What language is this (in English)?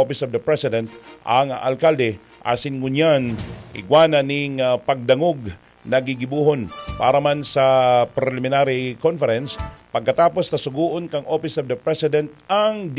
Bikol